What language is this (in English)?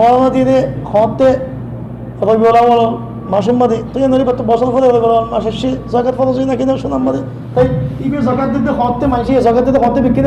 Rohingya